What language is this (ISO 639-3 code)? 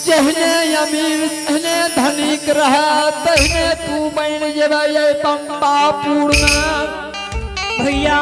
anp